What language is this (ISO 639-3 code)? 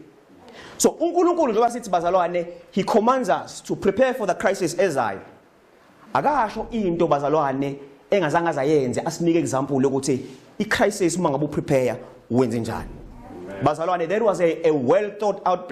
zul